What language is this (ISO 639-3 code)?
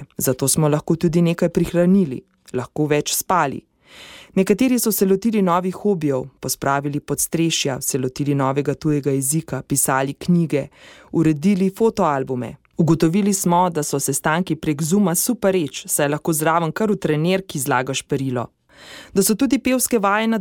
slv